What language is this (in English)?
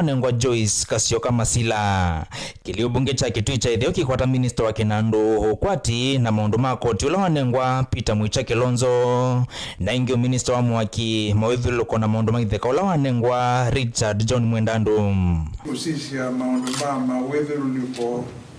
Kamba